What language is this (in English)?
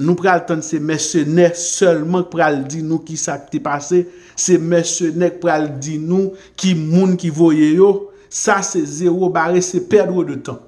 Haitian Creole